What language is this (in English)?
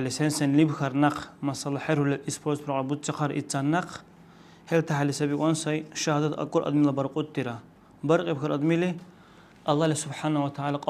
Dargwa